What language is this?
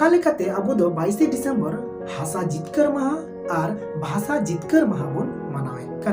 Santali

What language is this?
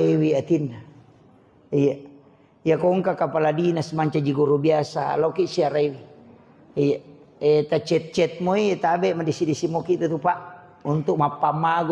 Buginese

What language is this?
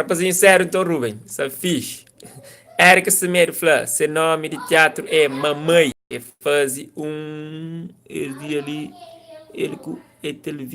Kabuverdianu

